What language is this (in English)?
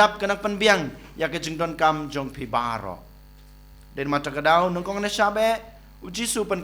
Khasi